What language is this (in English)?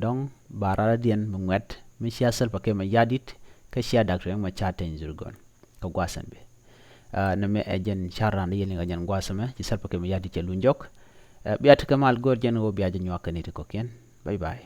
Nuer